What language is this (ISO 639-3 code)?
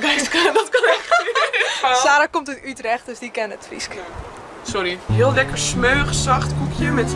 fry